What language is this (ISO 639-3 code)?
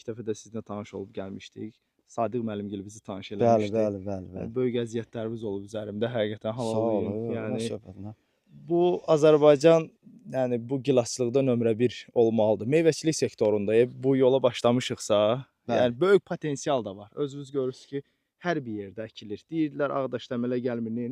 aze